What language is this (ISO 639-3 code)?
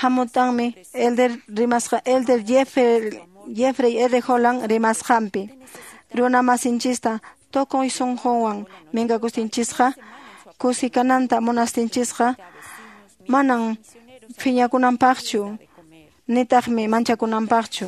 que